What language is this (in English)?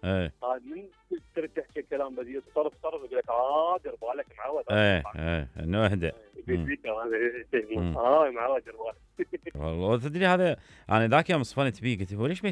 Mesopotamian Arabic